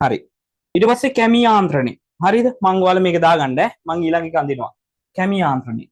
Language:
Sinhala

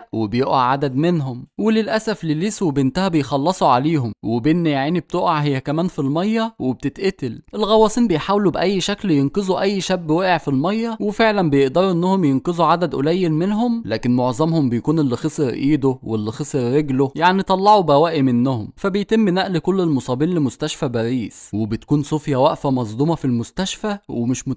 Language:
Egyptian Arabic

